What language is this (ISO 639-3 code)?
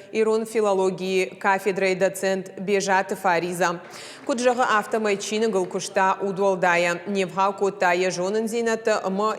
oss